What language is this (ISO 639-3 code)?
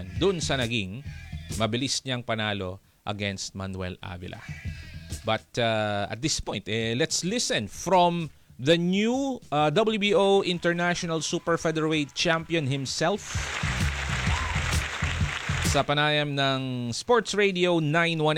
fil